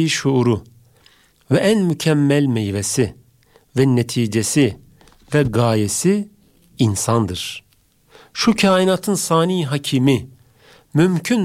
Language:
Turkish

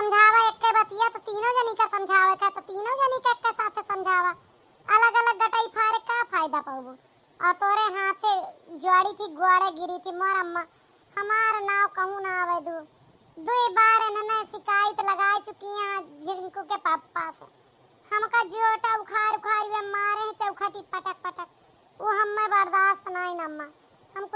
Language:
Awadhi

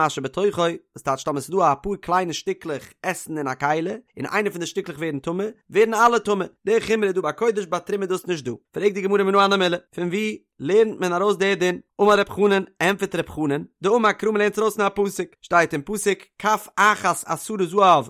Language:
Yiddish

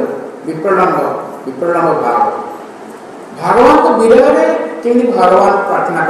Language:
Odia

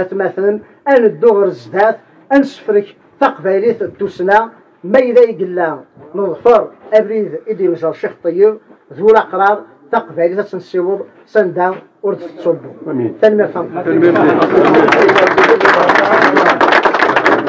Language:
Kabyle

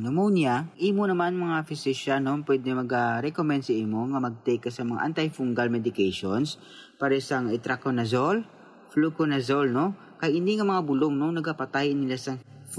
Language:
Hiligaynon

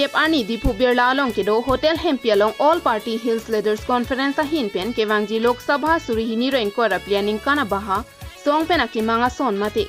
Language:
Karbi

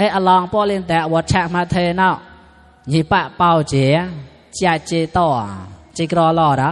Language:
Mon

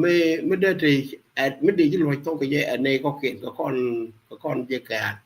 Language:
Nuer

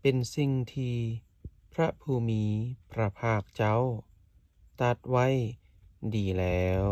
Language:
Lao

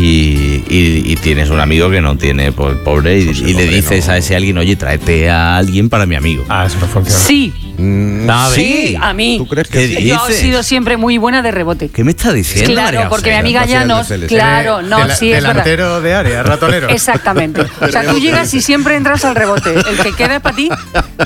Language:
Spanish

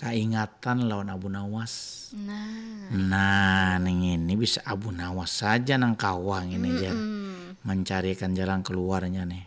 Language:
Banjar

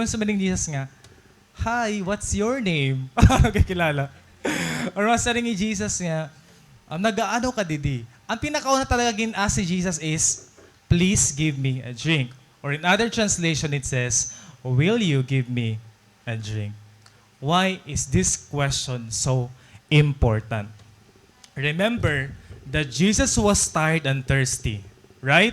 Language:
Waray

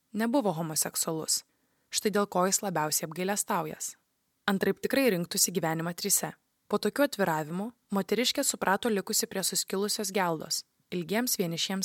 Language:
Lithuanian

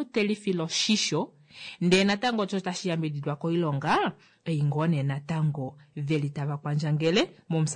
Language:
Kuanyama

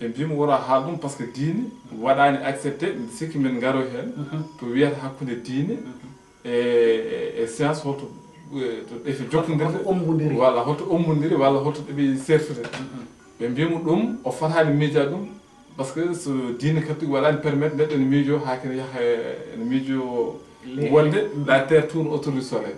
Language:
Fula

